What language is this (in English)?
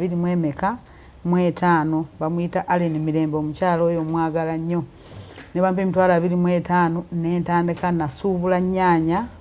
Ganda